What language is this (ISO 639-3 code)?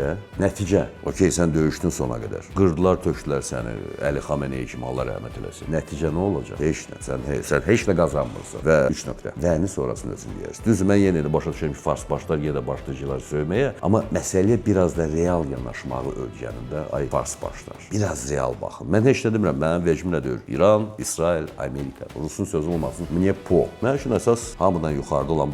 aze